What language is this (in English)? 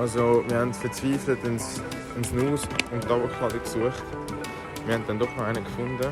Swiss German